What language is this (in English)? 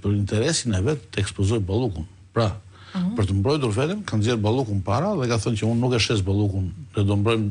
Albanian